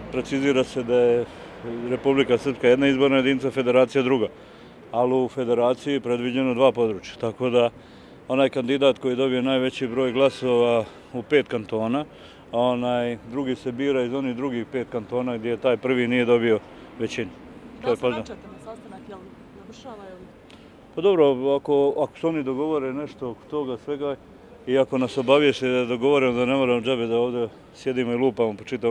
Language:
Bosnian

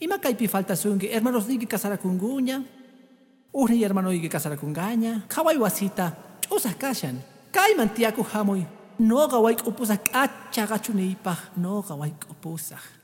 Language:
Quechua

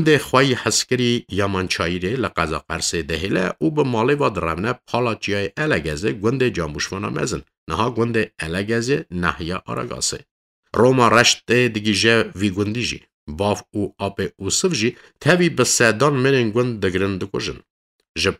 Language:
Kurdish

